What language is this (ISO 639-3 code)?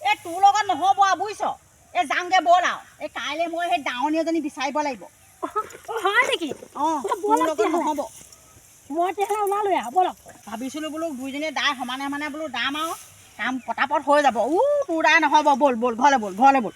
asm